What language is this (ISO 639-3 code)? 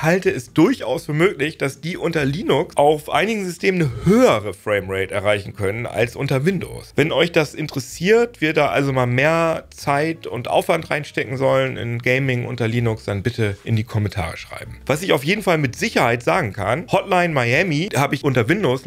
deu